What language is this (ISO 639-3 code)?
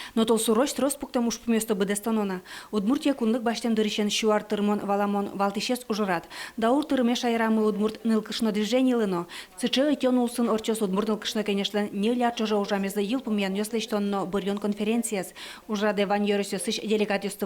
udm